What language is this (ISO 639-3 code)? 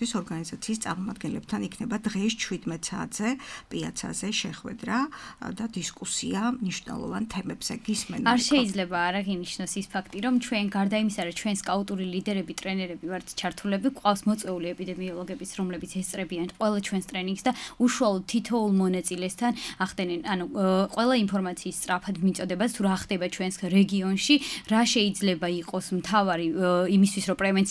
kat